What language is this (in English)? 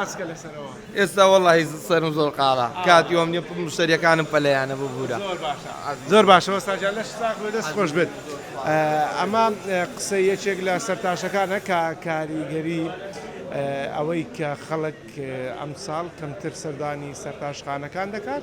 Central Kurdish